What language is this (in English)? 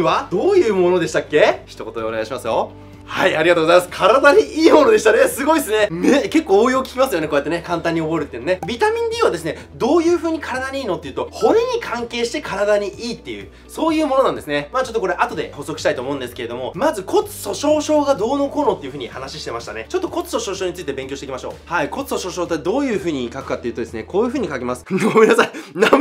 Japanese